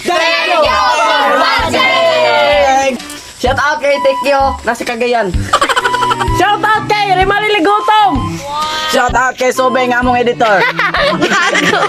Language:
Cebuano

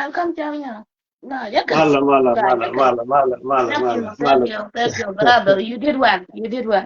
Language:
Nuer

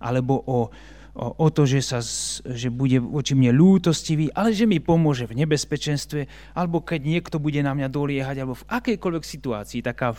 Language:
Slovak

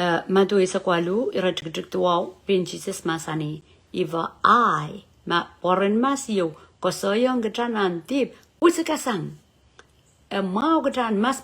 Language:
Pohnpeian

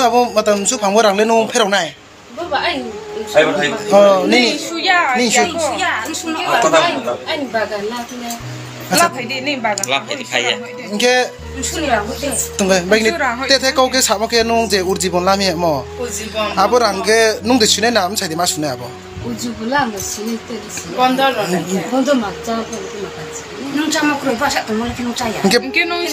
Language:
Kok Borok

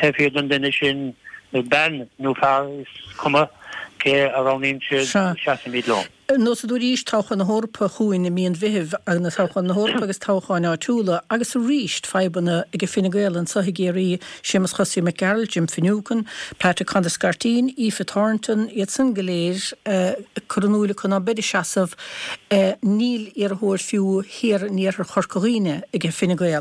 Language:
Irish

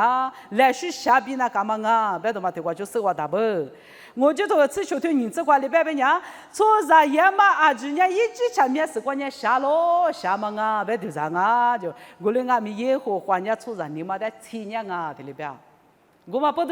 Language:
Lisu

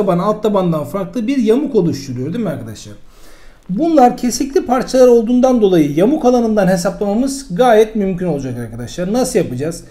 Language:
Turkish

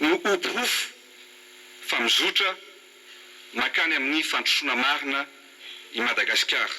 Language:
Malagasy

